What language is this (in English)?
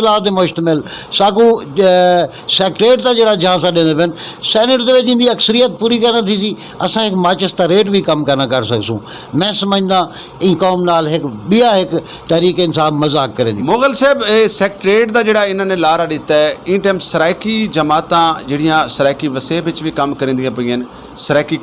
Saraiki